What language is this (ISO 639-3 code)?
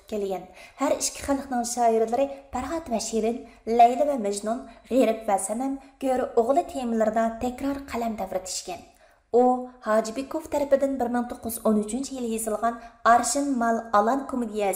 uig